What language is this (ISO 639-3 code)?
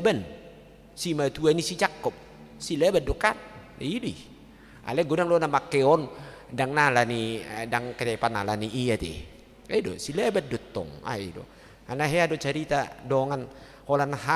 bbc